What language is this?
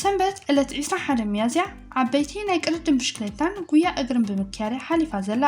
Tigrinya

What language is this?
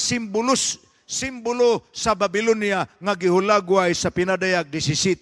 Cebuano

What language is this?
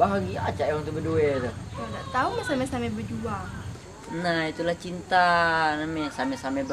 Musi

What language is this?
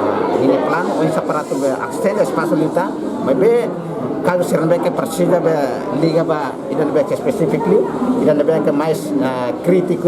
Tetum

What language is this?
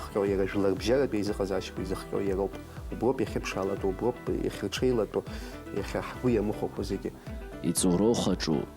Abkhazian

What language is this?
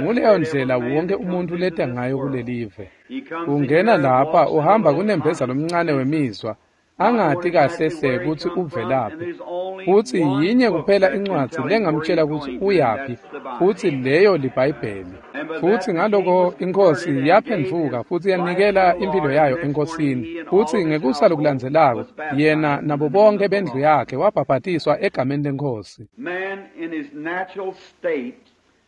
Swati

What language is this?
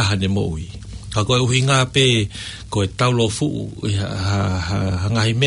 Tongan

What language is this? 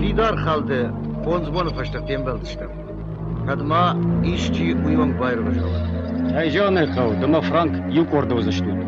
Ossetic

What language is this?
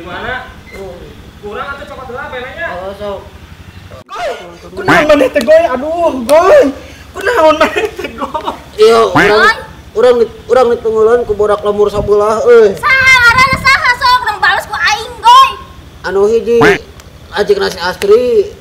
Sundanese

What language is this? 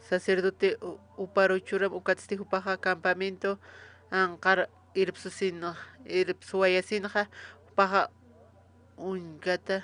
Aymara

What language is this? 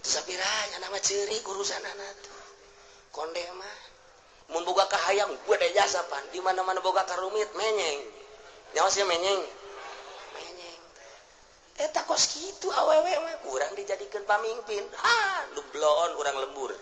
Sundanese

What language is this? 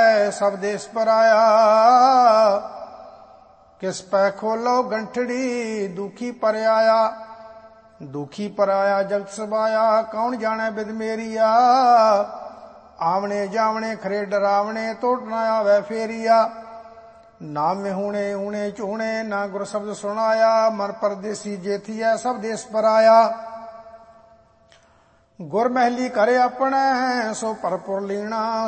Punjabi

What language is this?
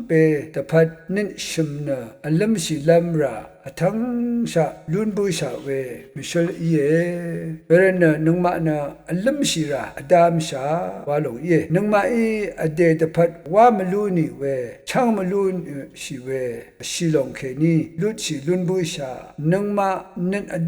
Rawang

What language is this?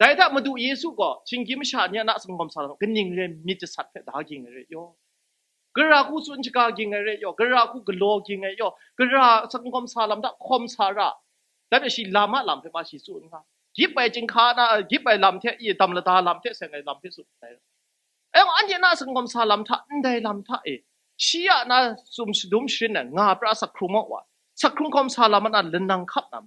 Kachin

